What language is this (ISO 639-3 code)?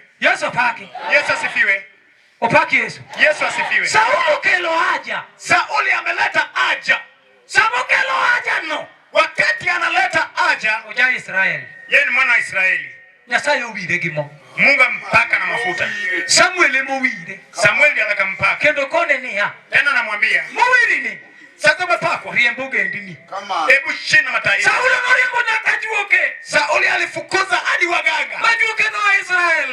luo